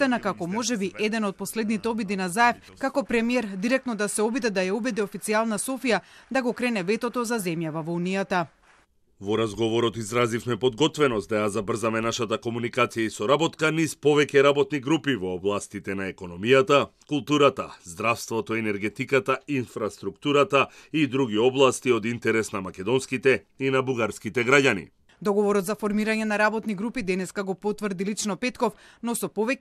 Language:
Macedonian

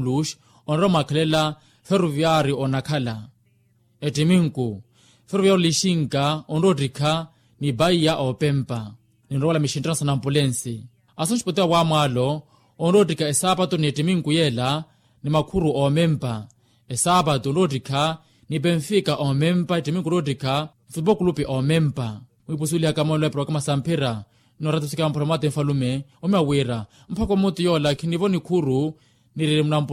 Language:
Makhuwa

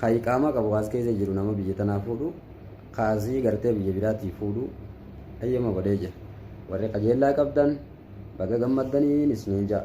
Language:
Oromo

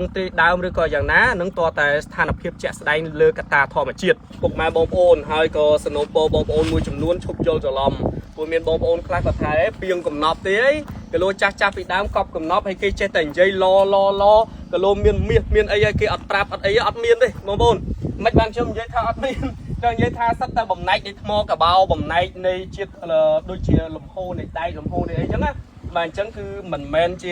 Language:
Khmer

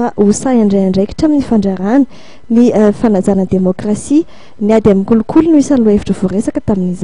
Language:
Malagasy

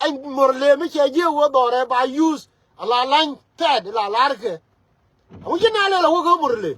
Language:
Nuer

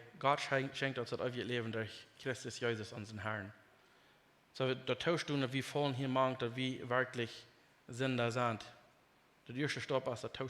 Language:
Plautdietsch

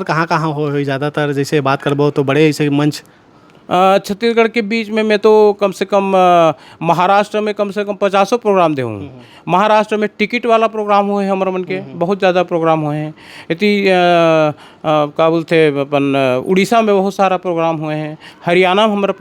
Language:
Chhattisgarhi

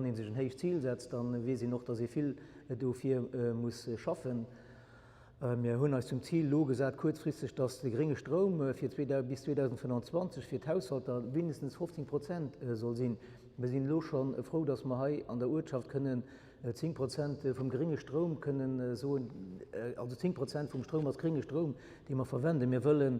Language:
Luxembourgish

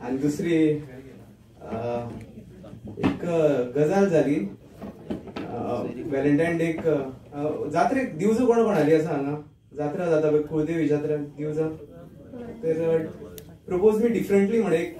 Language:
Konkani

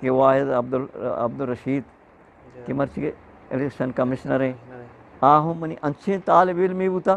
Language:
Eastern Balochi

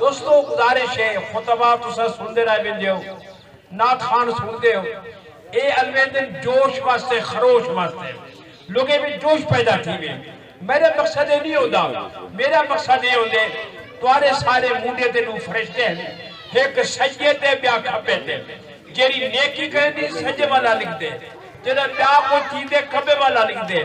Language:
Saraiki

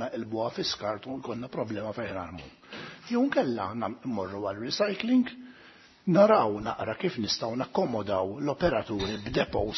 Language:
Maltese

